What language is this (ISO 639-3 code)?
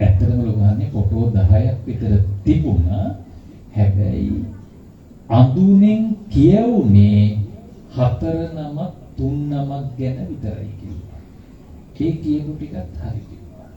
sin